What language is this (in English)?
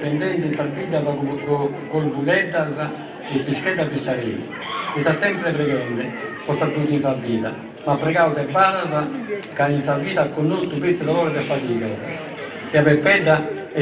Sardinian